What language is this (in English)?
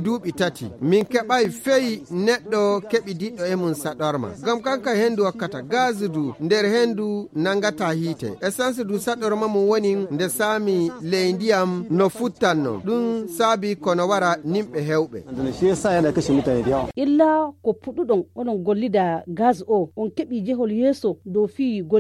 Fula